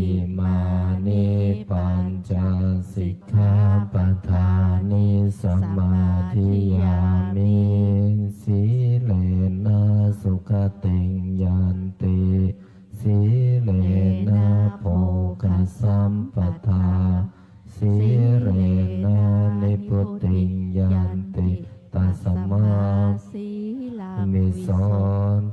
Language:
Pali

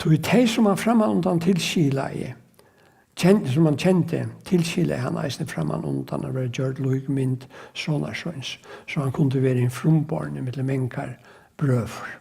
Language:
Faroese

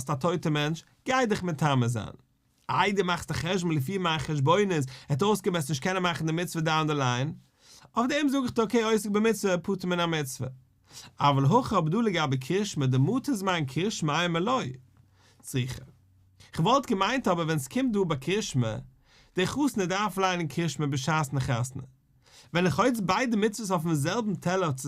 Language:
Yiddish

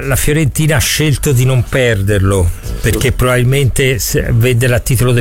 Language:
Italian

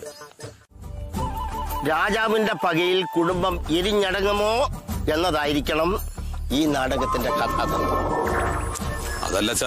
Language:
Malayalam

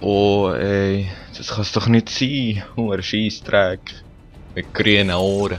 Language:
Swiss German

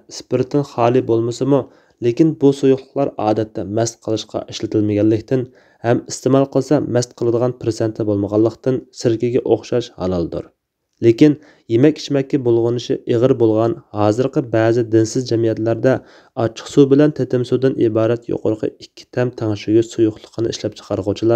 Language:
Uyghur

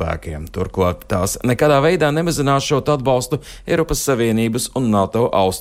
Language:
Latvian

